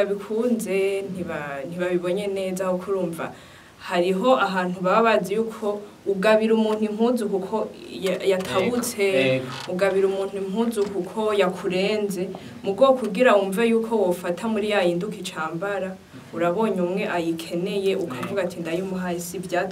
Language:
Rundi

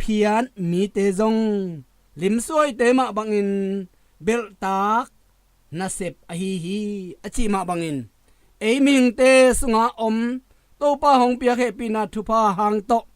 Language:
Tedim Chin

